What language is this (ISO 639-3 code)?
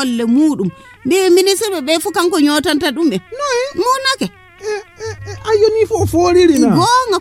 ful